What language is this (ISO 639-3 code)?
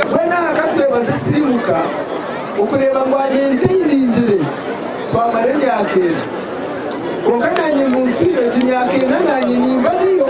nyn